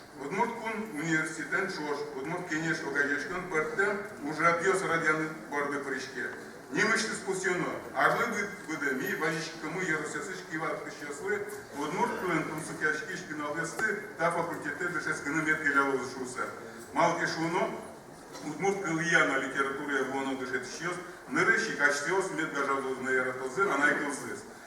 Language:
Udmurt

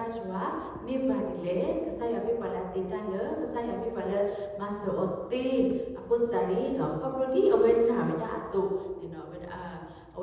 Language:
S'gaw Karen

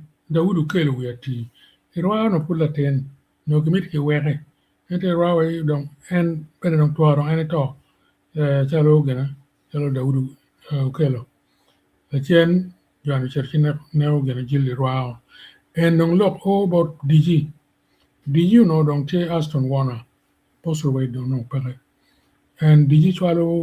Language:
Acoli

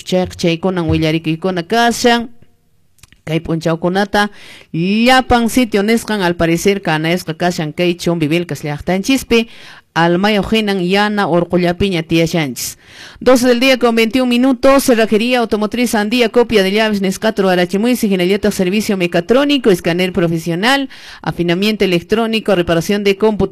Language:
Quechua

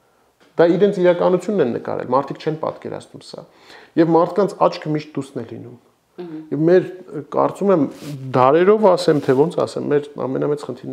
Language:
Armenian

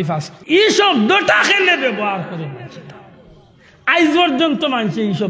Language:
Sylheti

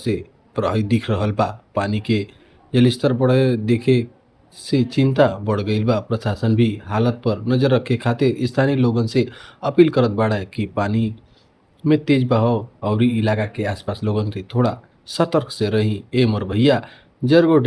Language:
Bhojpuri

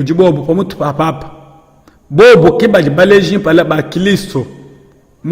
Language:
Luba-Lulua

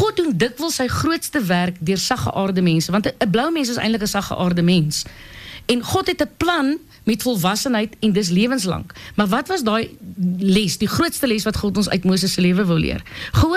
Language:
Afrikaans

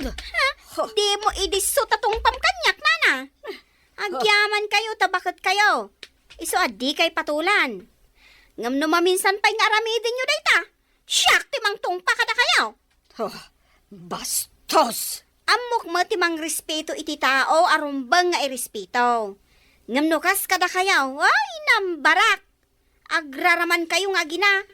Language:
Iloko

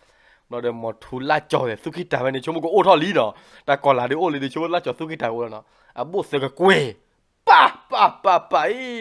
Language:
S'gaw Karen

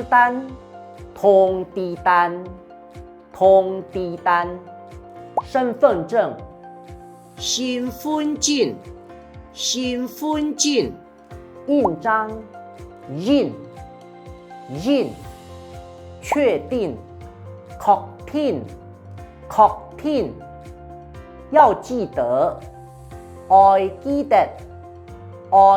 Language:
Hakka Chinese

